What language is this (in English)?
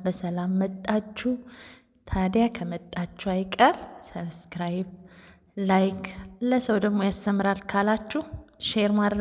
Amharic